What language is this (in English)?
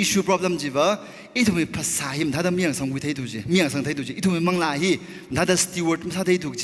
Tangkhul Naga (India)